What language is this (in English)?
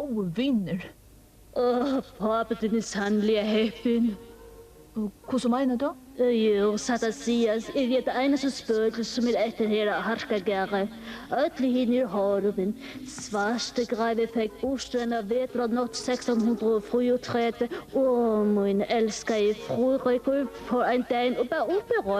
Faroese